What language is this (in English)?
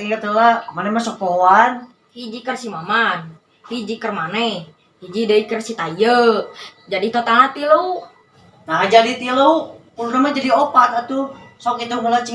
Sundanese